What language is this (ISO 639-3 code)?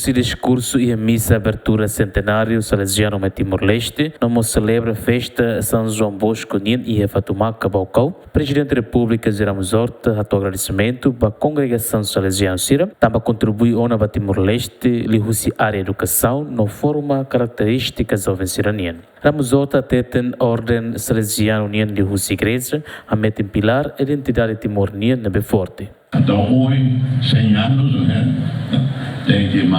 tet